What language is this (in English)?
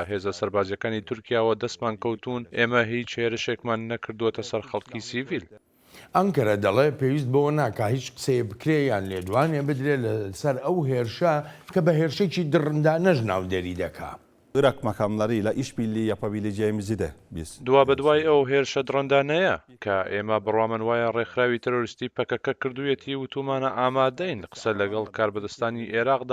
Central Kurdish